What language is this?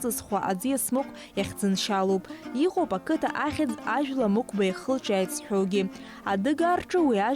Abkhazian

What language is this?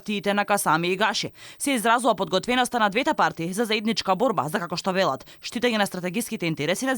Macedonian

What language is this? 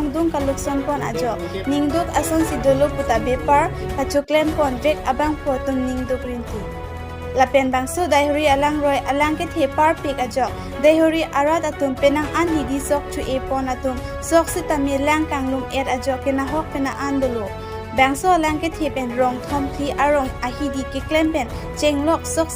Karbi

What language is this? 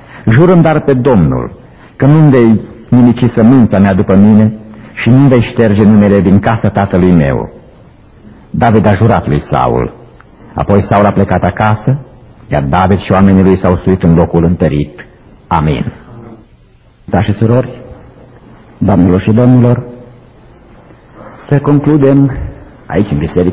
Romanian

